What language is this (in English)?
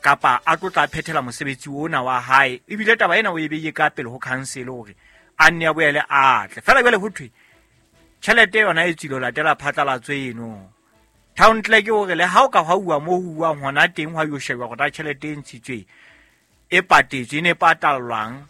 Southern Sotho